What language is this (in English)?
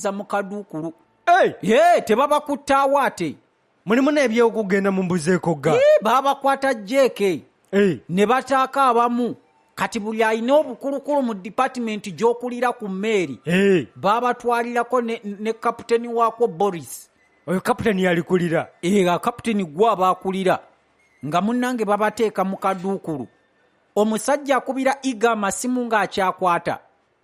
Ganda